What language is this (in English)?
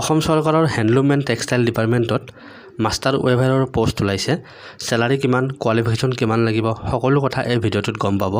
Assamese